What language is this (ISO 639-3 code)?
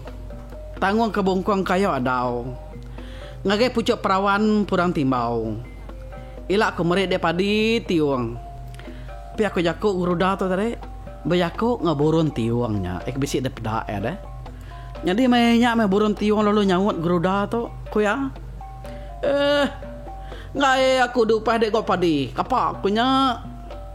iba